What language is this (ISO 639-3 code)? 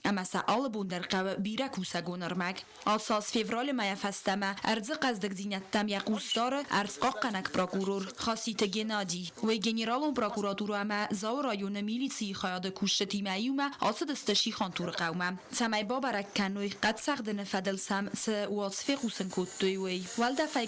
oss